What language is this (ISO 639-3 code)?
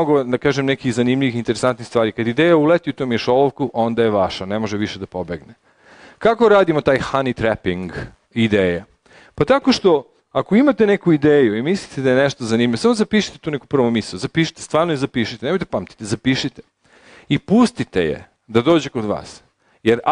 srp